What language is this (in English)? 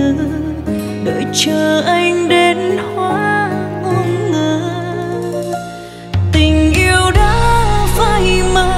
Vietnamese